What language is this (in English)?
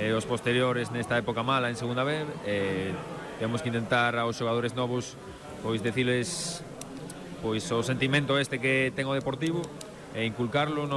Galician